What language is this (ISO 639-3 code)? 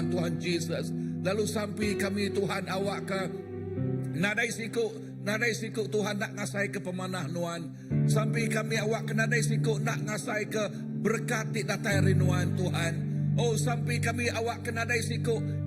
iba